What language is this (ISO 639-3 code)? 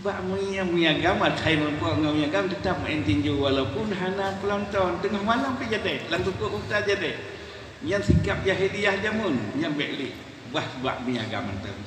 ace